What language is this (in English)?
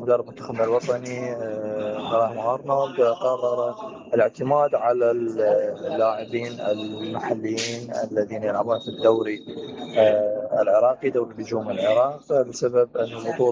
Mesopotamian Arabic